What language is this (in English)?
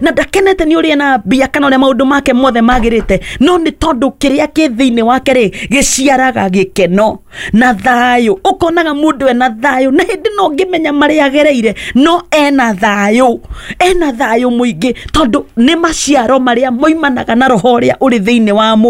Kikuyu